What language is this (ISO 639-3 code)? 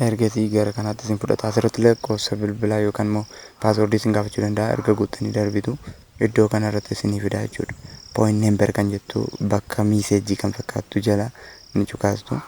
orm